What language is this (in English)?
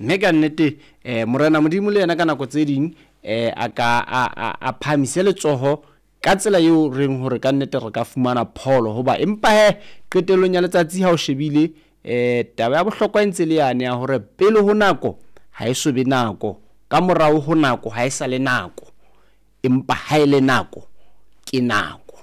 Southern Sotho